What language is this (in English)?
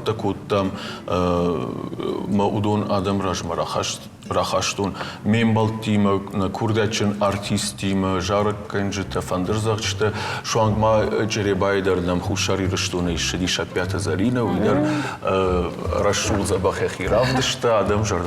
Ossetic